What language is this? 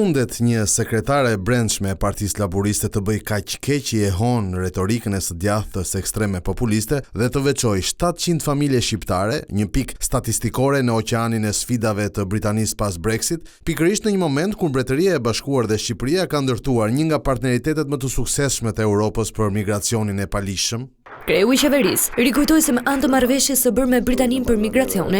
Albanian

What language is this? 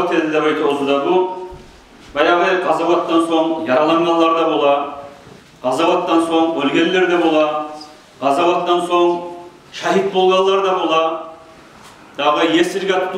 Kumyk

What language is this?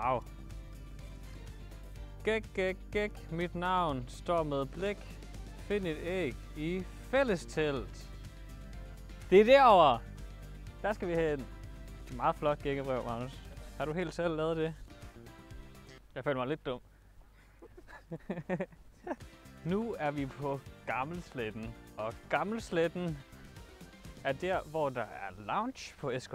Danish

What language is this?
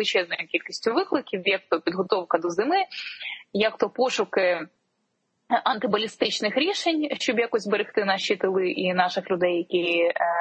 Ukrainian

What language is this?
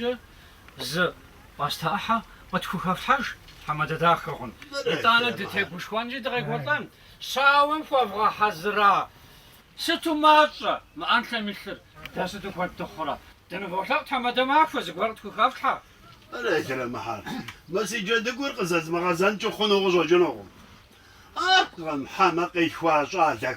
Kabardian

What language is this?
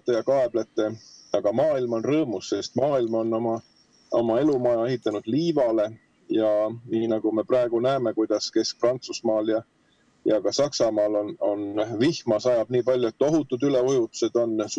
Estonian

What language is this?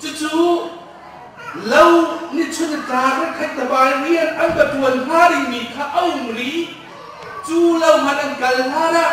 Hakha Chin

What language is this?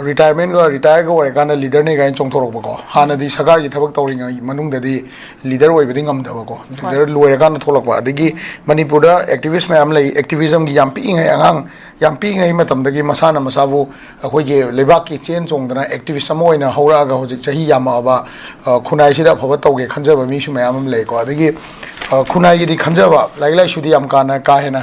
Manipuri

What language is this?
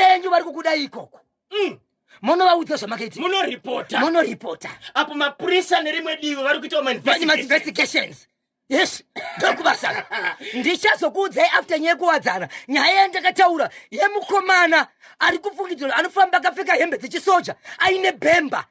Shona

